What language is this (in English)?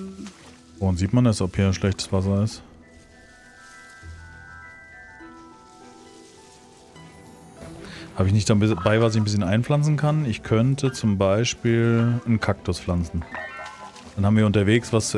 German